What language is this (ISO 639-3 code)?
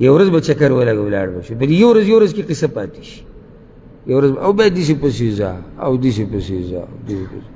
pus